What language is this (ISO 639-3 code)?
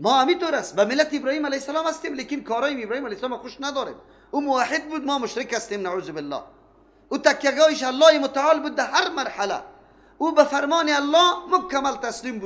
fas